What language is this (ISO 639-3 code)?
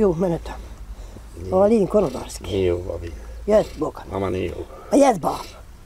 bos